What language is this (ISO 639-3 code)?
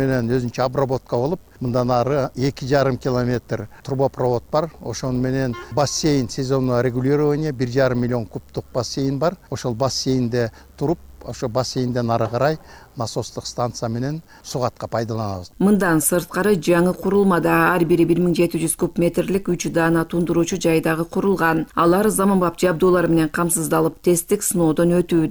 kir